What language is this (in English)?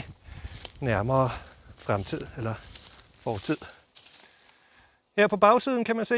Danish